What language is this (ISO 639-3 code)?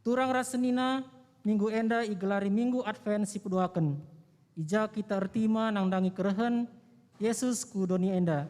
btx